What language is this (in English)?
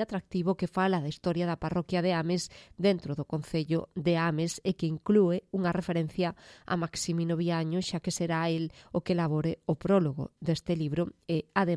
Galician